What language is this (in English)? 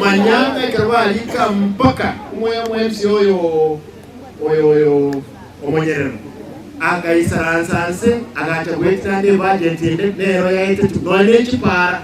Gusii